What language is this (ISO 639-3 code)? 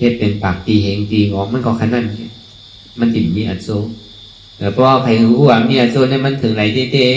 shn